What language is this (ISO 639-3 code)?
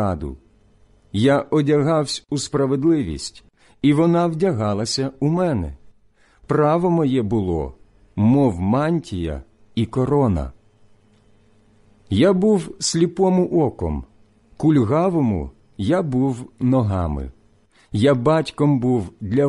ukr